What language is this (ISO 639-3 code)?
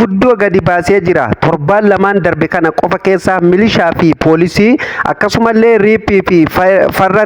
orm